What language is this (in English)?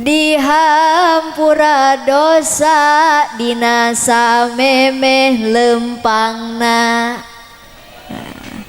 Sundanese